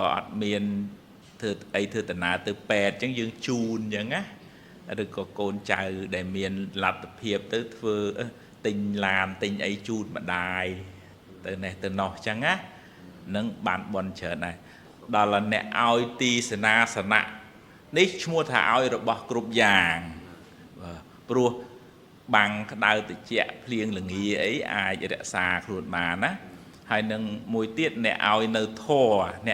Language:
Khmer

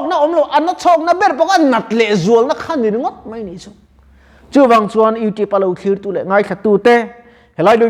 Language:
Mizo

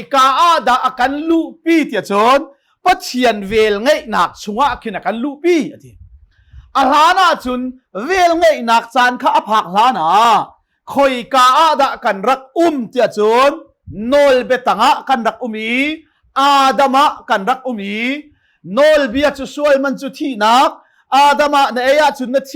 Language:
Hakha Chin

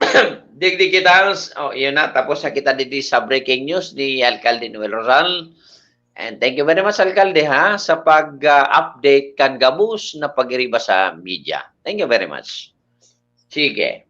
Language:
Bikol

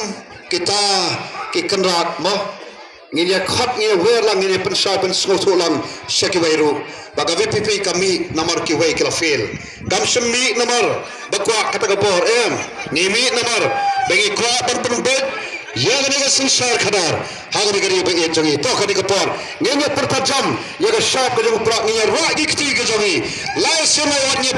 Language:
Khasi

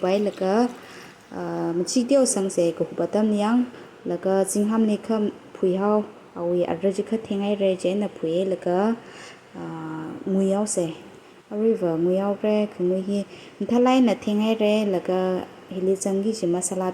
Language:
Tangkhul Naga (India)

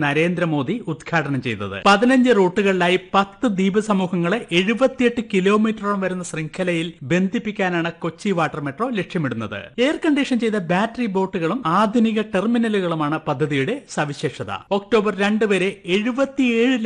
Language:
Malayalam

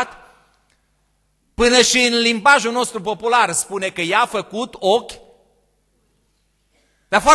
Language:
Romanian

